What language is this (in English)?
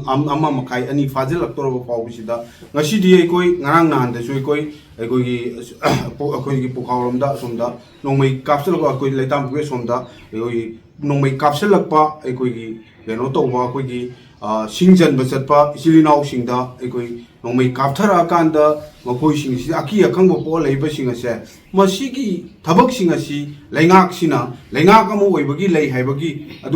Manipuri